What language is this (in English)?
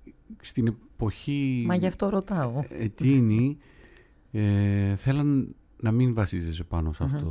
Greek